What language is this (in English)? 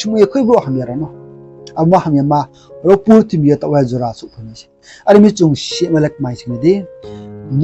Riang (India)